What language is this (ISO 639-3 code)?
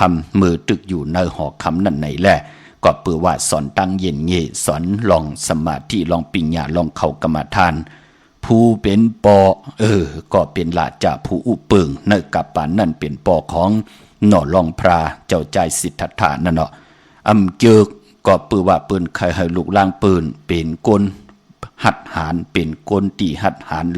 shn